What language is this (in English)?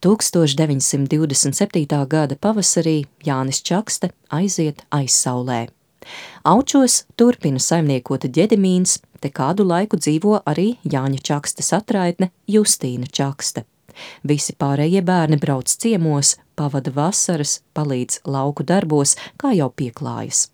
Latvian